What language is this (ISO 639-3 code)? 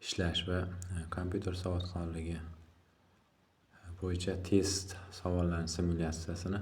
uzb